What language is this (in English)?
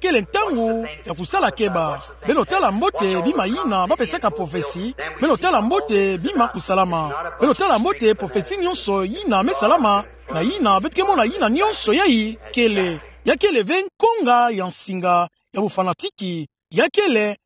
Kituba (Democratic Republic of Congo)